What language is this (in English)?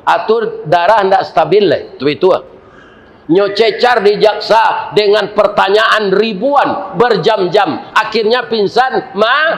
Minangkabau